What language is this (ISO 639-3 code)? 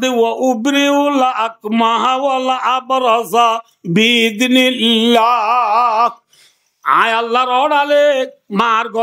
rhg